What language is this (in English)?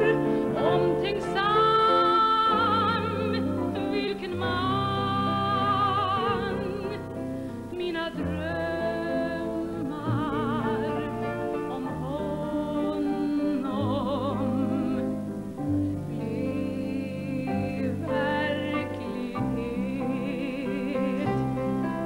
Swedish